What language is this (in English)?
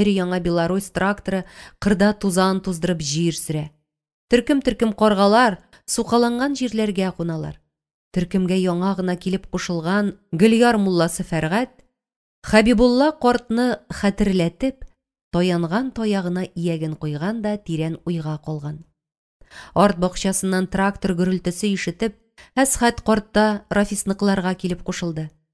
Tatar